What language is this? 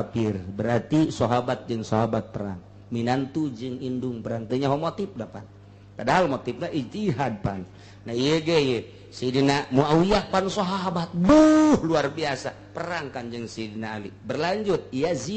Sundanese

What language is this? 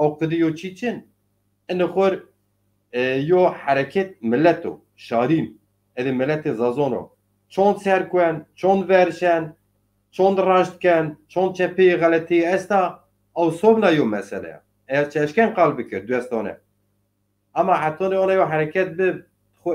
Zaza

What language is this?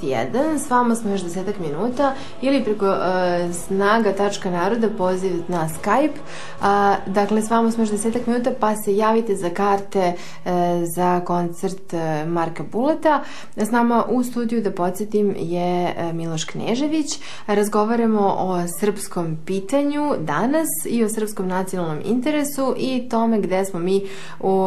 Serbian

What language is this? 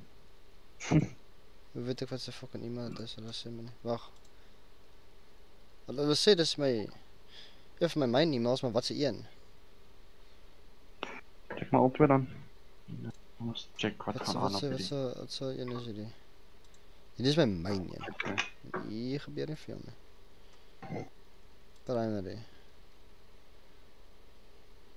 Afrikaans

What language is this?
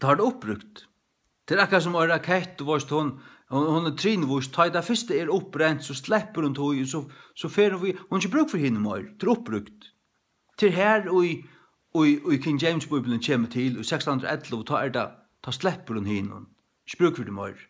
Faroese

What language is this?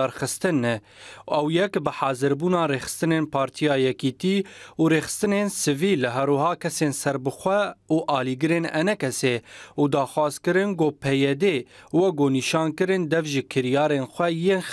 Kurdish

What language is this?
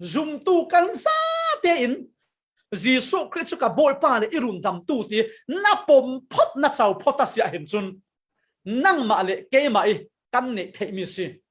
Falam Chin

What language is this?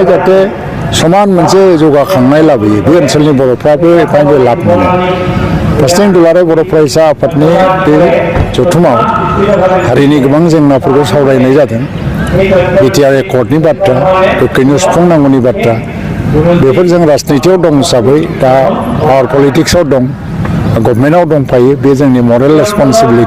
Bodo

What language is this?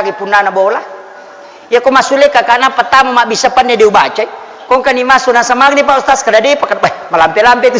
Buginese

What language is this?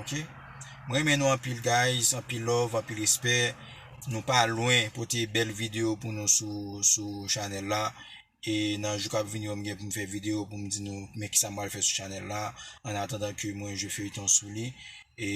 Haitian Creole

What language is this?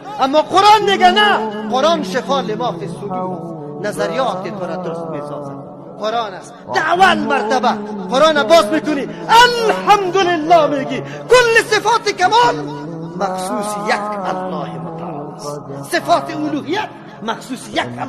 Persian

